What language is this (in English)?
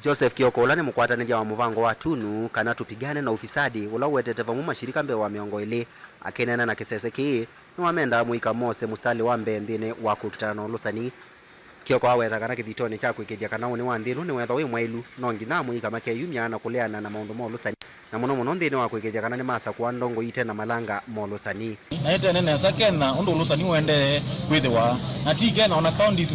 Kamba